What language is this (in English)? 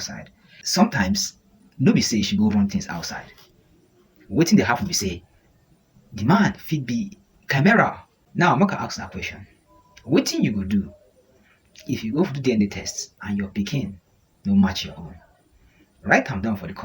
Nigerian Pidgin